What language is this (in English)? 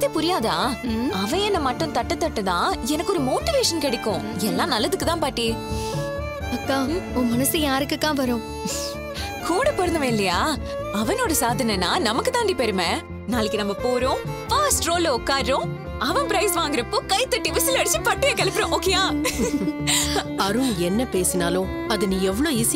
Tamil